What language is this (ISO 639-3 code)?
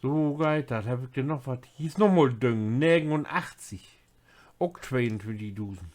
nds